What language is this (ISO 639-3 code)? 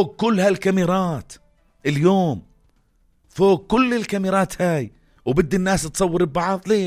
apc